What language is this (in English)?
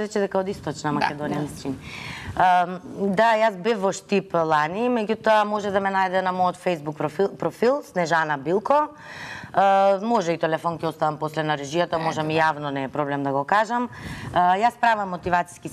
Macedonian